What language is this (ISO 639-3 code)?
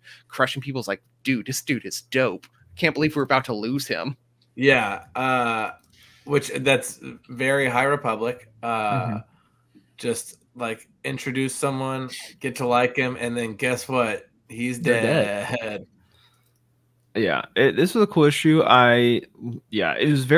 eng